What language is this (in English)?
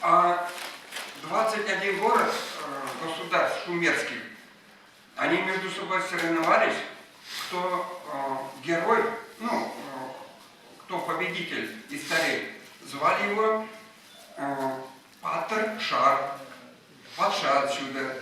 Chuvash